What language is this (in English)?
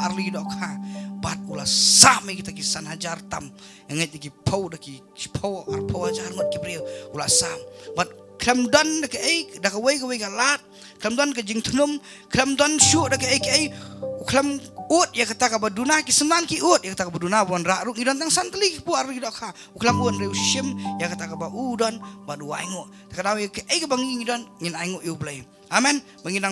Khasi